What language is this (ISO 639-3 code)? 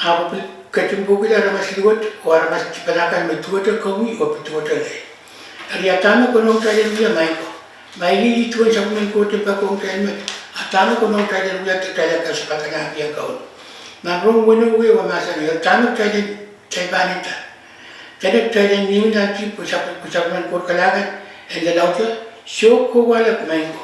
pon